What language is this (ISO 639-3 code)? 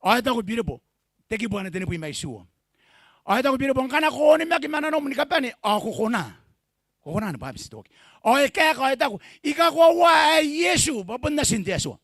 gil